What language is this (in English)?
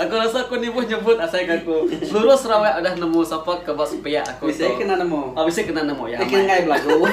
Iban